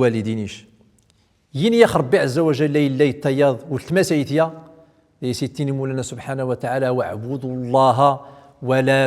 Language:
Central Atlas Tamazight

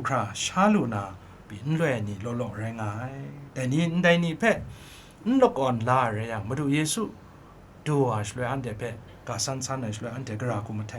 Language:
Kachin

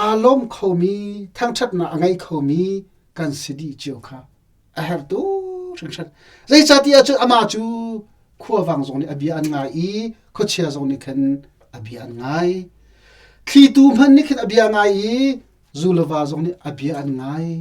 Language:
Hakha Chin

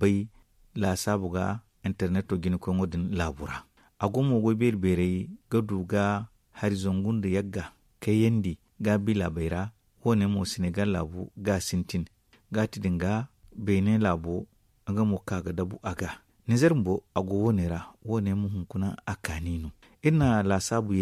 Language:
Zarma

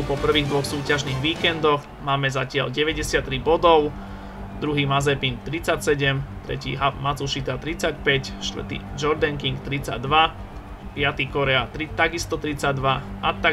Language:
Slovak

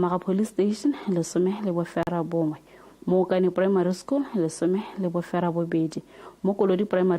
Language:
Tswana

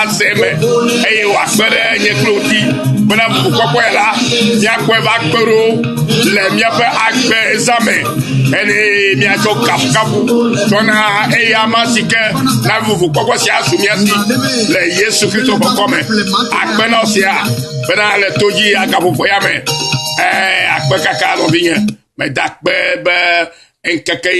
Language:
Ewe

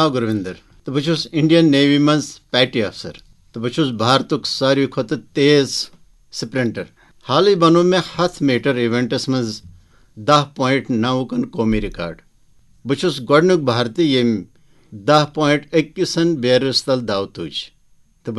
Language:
Kashmiri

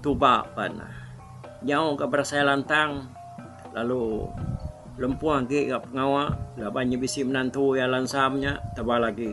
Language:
Iban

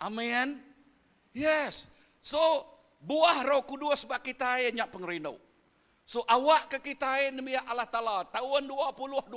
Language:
Iban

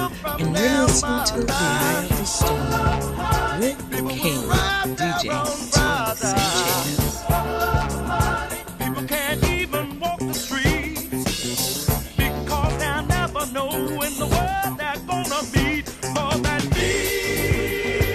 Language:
English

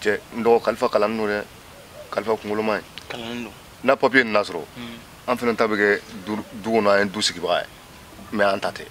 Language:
Bambara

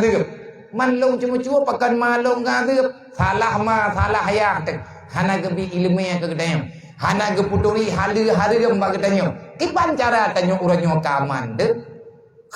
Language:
Achinese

